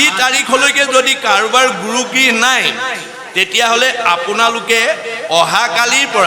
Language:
Assamese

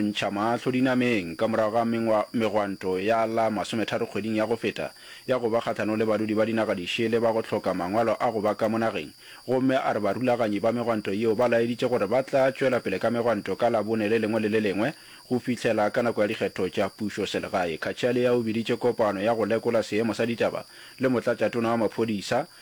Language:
Northern Sotho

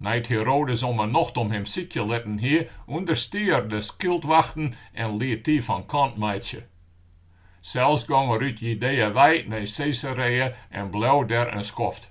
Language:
Western Frisian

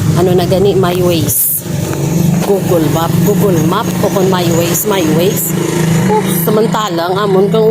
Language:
Hiligaynon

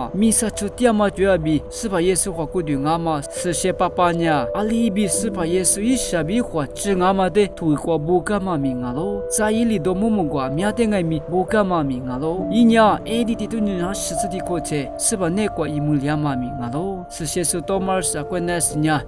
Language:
Lisu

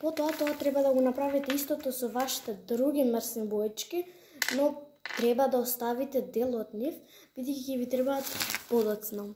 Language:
Macedonian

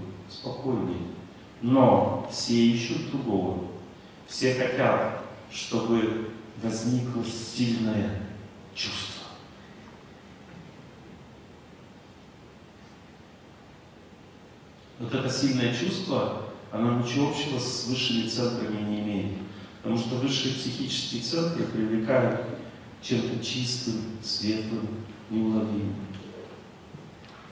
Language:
Russian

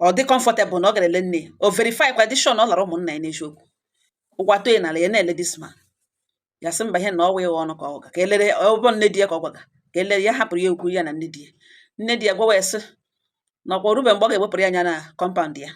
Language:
Igbo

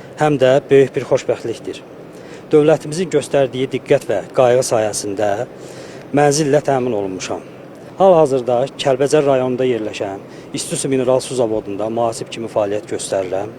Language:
Azerbaijani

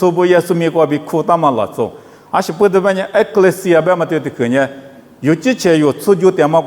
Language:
Lisu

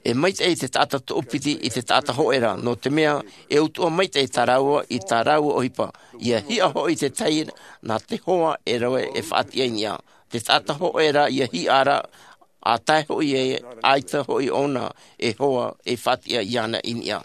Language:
Tahitian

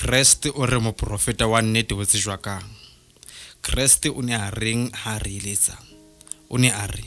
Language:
Southern Sotho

